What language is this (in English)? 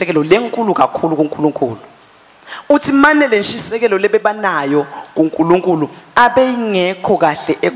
Swati